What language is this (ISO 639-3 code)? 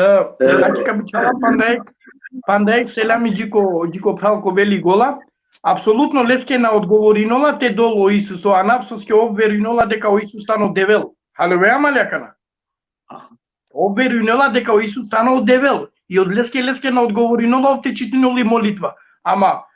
rmn